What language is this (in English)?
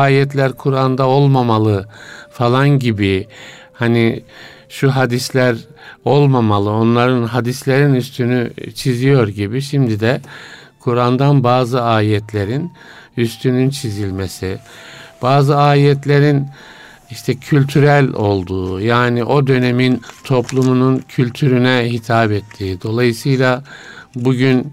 Turkish